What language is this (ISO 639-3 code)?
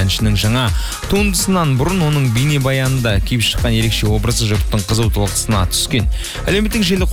kaz